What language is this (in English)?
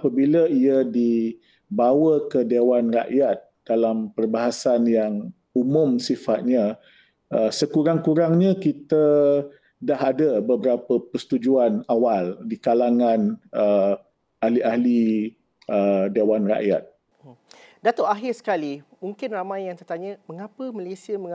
Malay